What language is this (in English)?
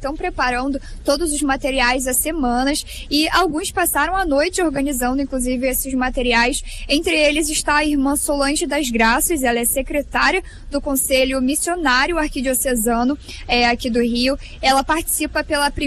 Portuguese